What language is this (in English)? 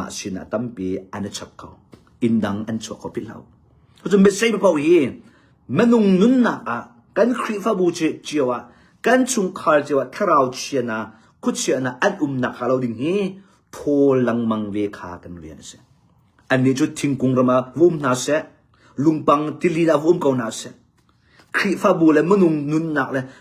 Hakha Chin